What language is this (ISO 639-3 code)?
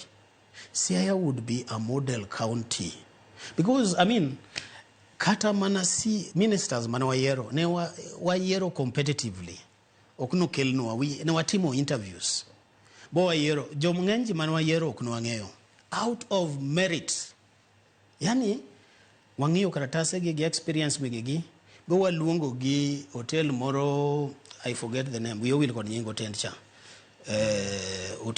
luo